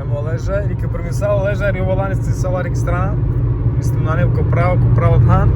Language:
Romany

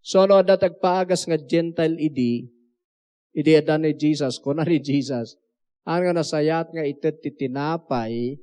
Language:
Iloko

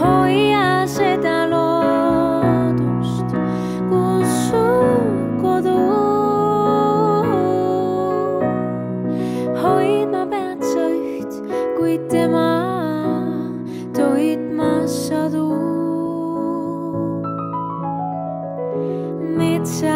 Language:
Estonian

